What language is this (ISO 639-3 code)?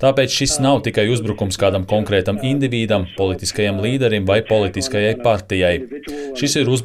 lav